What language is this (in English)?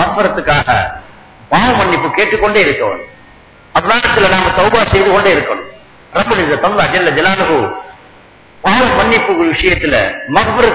Tamil